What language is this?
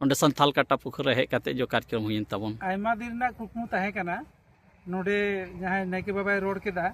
Santali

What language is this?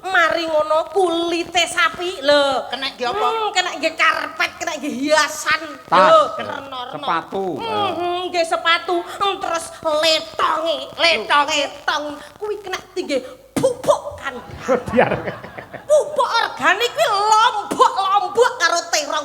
Javanese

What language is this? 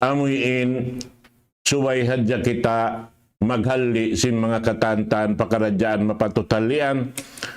Tausug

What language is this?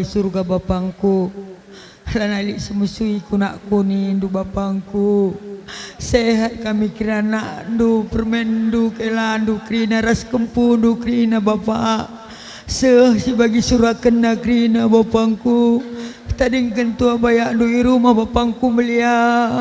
Batak Karo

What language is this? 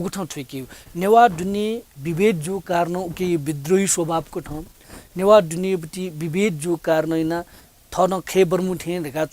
Newari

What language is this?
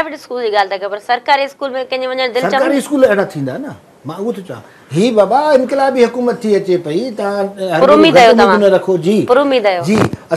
Sindhi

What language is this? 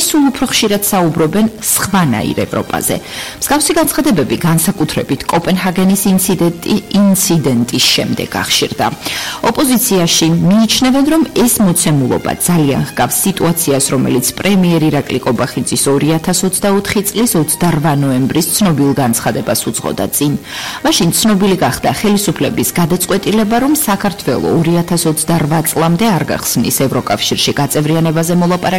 Georgian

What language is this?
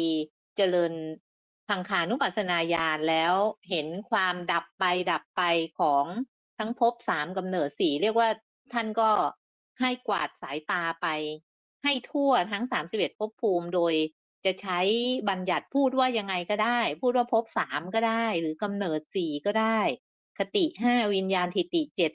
Thai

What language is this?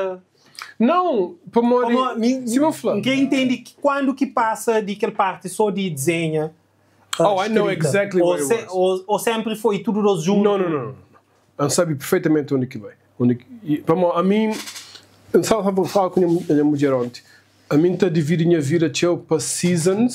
Kabuverdianu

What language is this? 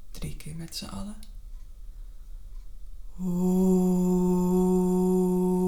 Dutch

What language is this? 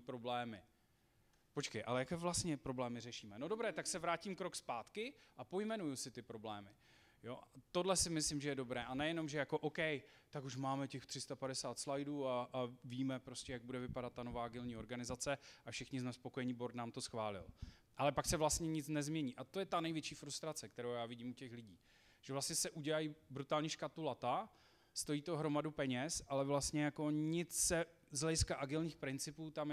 Czech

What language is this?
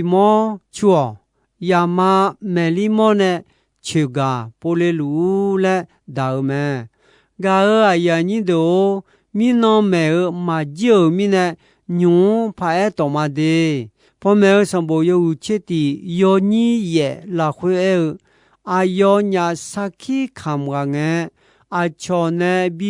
Akha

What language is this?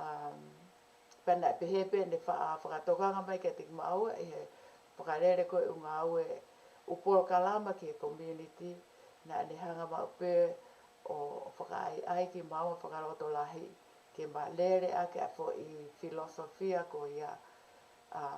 Tongan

